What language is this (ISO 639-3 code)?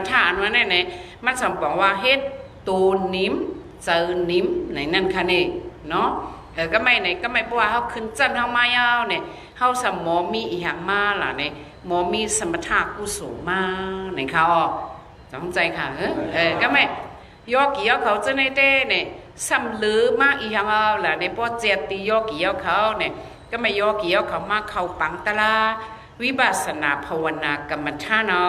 shn